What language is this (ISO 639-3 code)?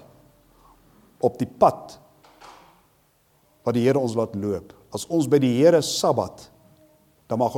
afr